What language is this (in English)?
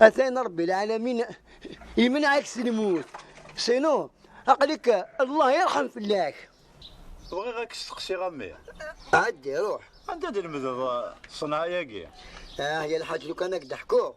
Kabyle